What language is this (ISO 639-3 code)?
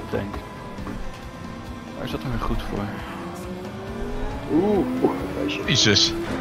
nld